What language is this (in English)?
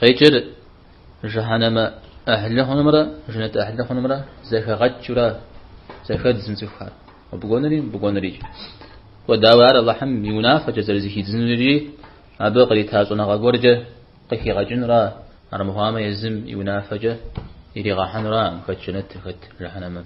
Kabardian